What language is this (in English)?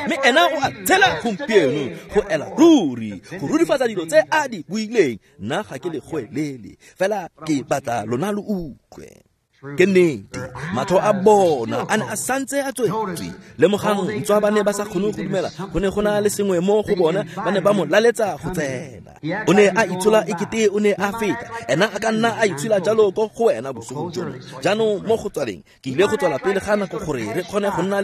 Tswana